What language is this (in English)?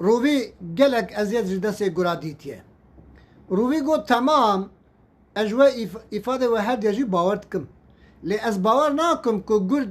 Kurdish